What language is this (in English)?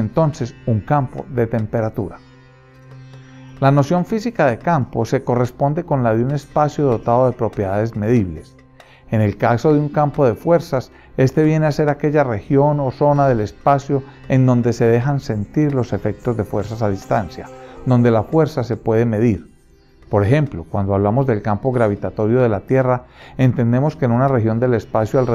Spanish